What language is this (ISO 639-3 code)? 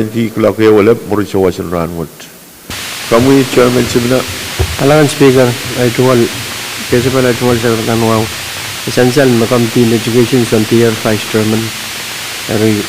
pon